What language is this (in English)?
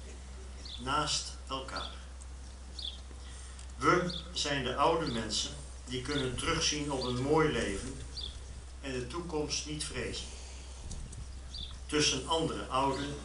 Dutch